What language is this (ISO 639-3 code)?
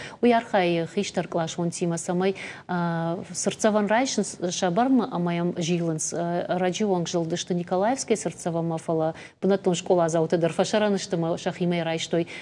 oss